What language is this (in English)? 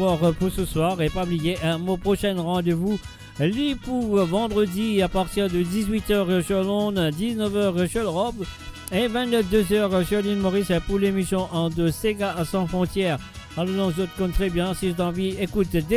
Morisyen